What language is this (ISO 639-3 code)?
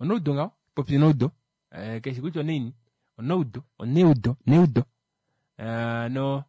kua